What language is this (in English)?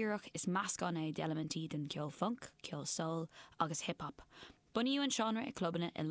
Irish